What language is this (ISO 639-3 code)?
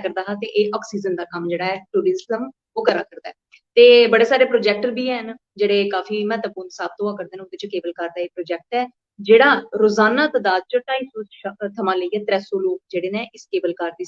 doi